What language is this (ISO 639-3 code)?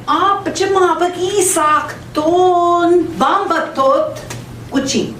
ojc